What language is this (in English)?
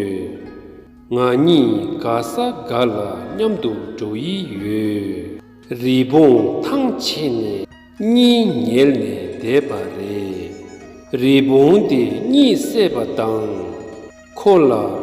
Tibetan